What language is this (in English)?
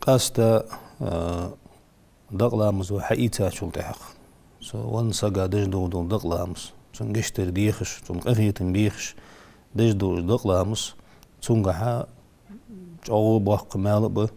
Ingush